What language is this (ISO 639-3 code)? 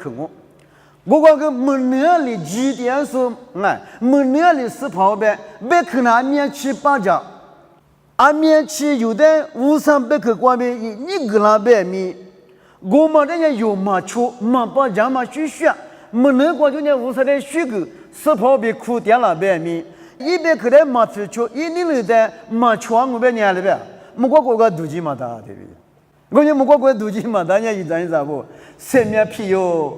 lis